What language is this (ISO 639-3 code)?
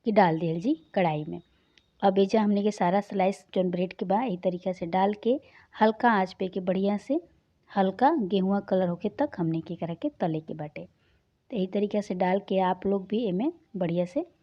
bho